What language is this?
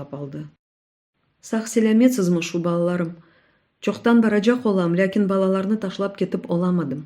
Crimean Tatar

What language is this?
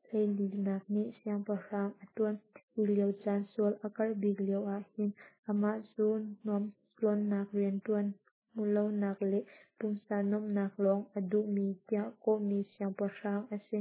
Hakha Chin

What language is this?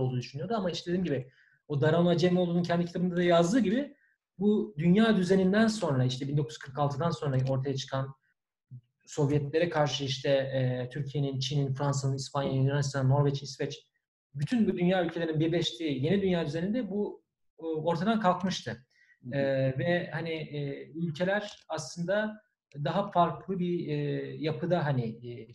Turkish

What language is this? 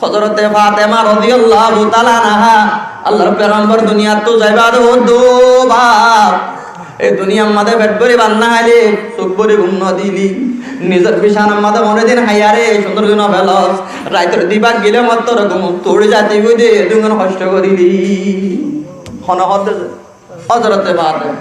Rohingya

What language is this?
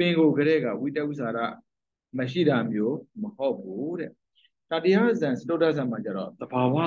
Burmese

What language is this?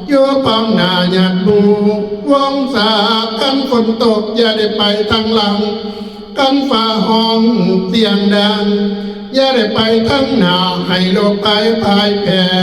Northeastern Thai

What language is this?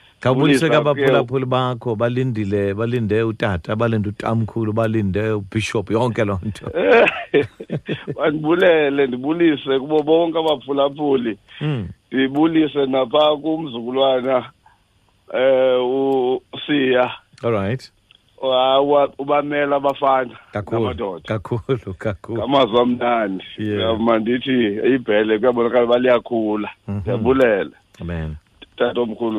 Xhosa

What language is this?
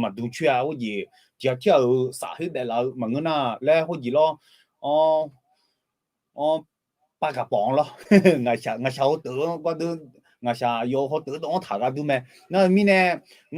Akha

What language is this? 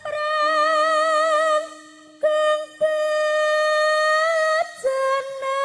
Javanese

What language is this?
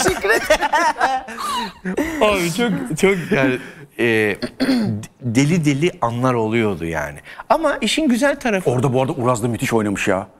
Turkish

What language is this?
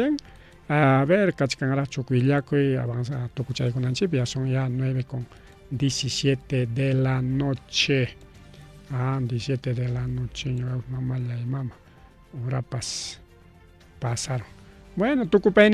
Ayacucho Quechua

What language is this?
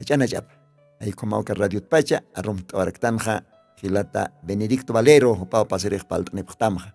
Aymara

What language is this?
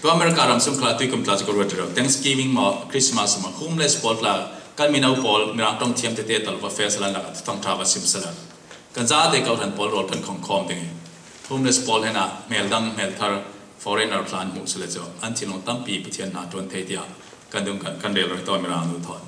Falam Chin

